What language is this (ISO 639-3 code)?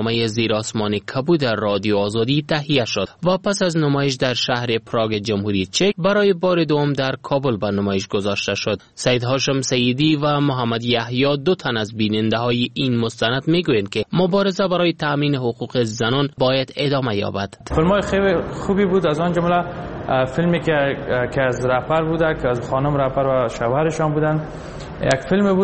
fas